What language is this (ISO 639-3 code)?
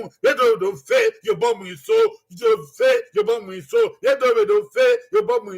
bin